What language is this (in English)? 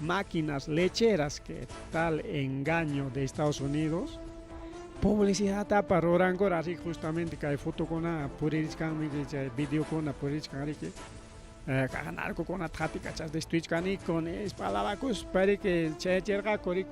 Ayacucho Quechua